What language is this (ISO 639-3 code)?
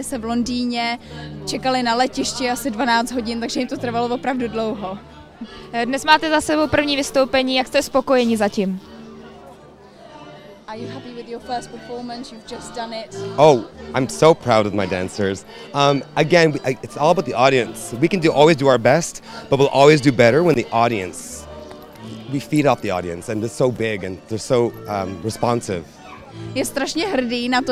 ces